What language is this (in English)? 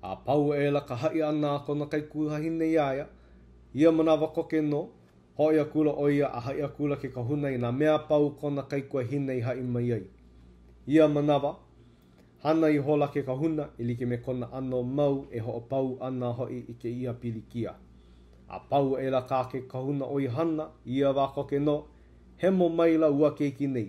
Hawaiian